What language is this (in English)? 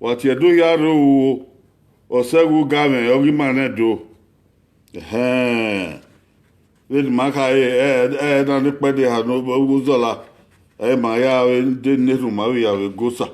Bini